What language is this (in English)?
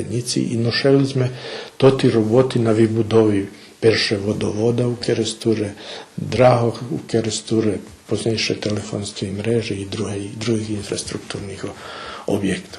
Rusyn